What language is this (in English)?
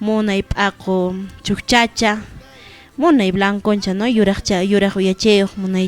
Quechua